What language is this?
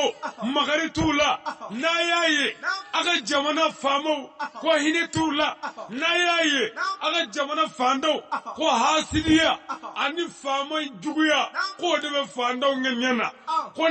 Bambara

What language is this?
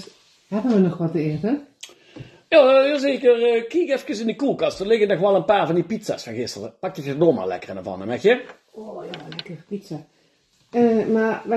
Limburgish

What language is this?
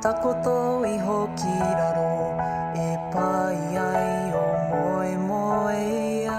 Māori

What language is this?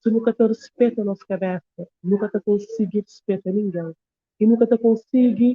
Kabuverdianu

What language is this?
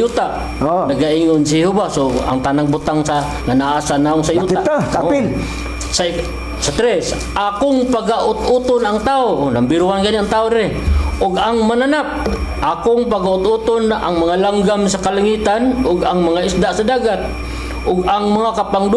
Cebuano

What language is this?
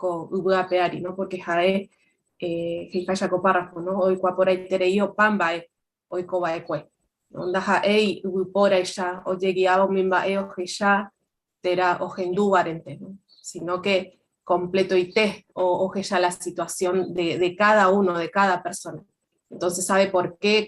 Guarani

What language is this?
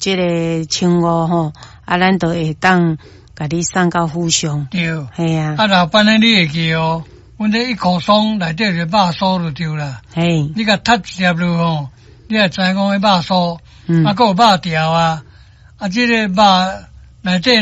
Min Nan Chinese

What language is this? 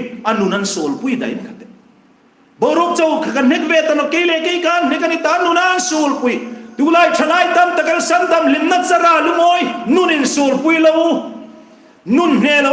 Hmar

